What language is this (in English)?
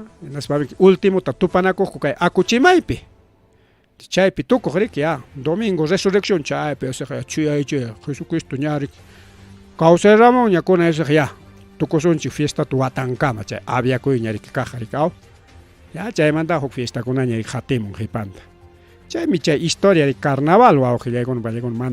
Ayacucho Quechua